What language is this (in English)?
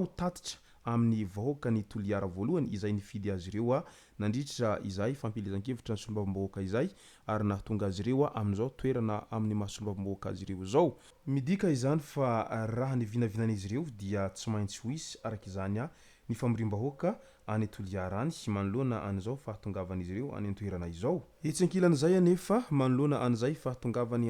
Malagasy